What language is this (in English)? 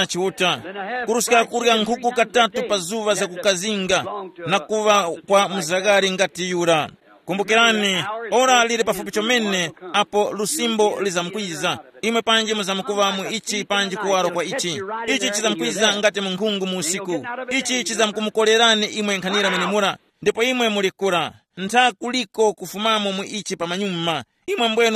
Tumbuka